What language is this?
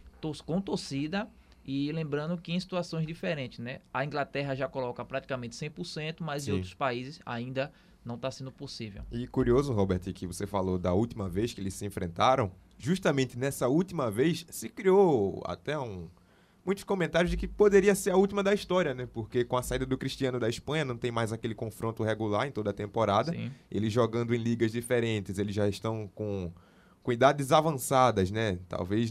Portuguese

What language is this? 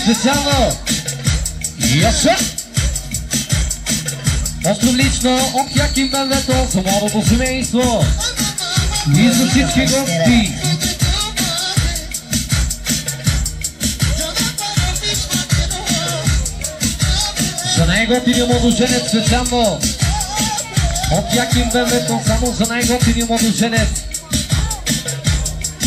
Bulgarian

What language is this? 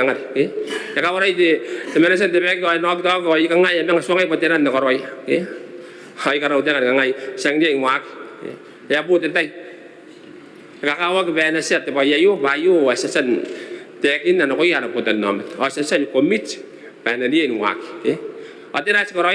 Gilbertese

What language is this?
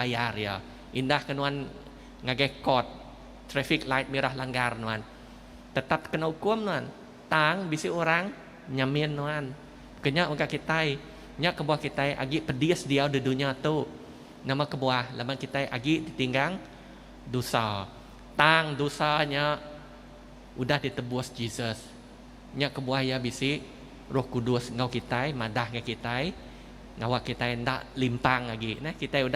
Iban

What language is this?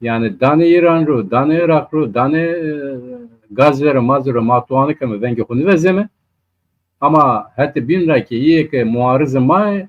Zaza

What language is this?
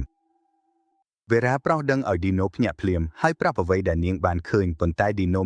Khmer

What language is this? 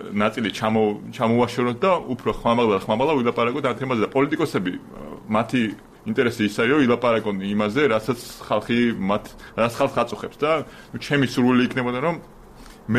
Georgian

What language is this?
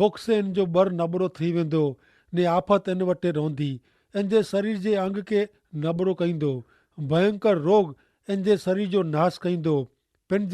Kachhi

